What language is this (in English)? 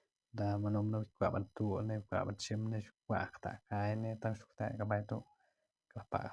Khasi